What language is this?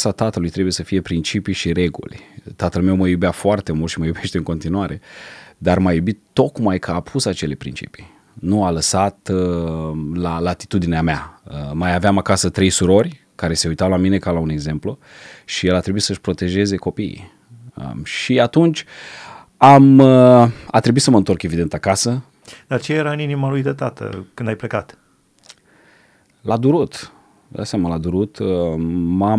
Romanian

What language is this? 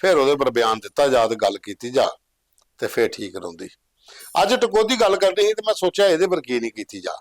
Dogri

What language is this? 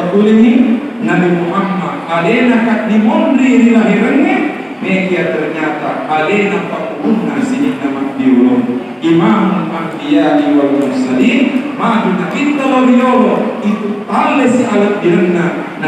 Buginese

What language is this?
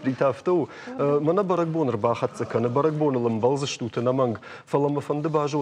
Ossetic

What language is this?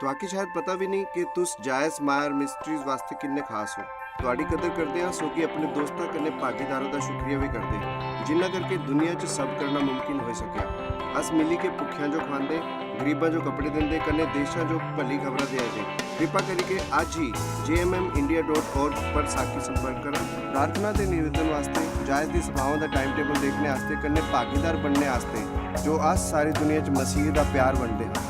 Dogri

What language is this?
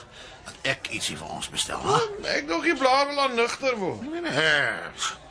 Afrikaans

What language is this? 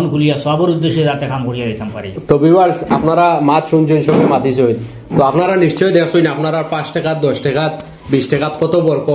Sylheti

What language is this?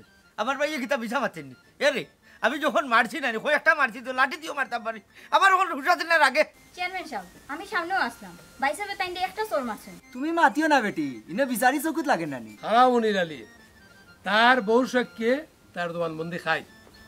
Sylheti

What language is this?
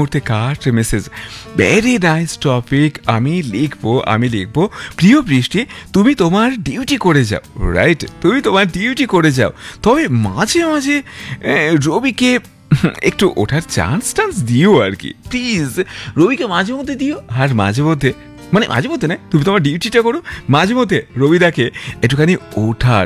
Bangla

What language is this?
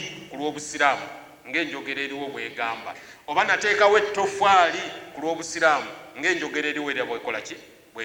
Ganda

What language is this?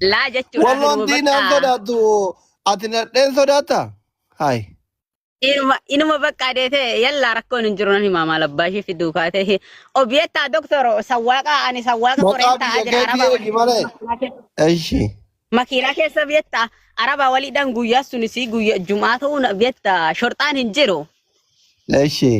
Oromo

